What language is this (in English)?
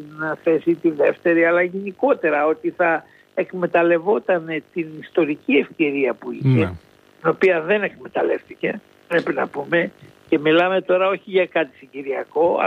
Greek